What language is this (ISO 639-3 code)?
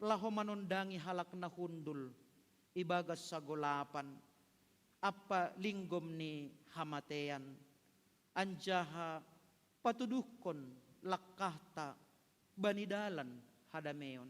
bts